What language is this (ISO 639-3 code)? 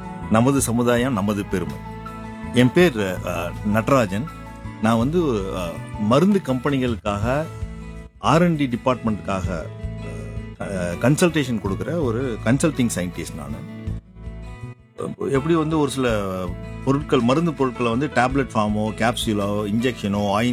tam